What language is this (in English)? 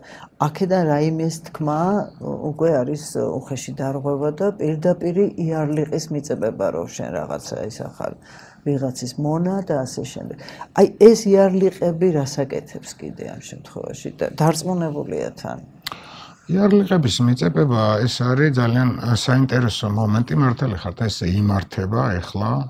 Georgian